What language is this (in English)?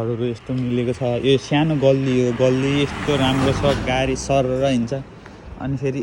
Nepali